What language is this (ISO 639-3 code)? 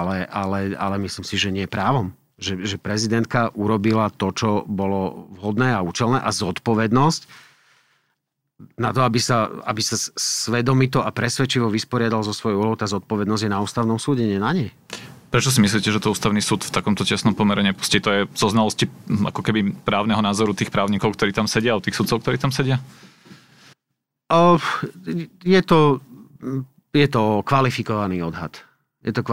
slk